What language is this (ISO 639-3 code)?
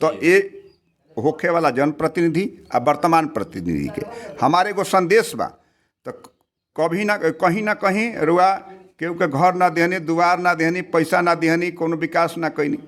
bho